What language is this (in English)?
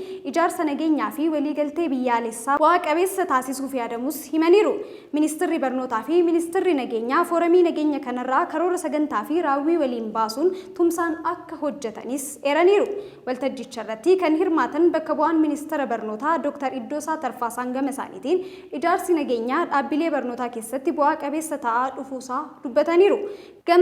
Oromo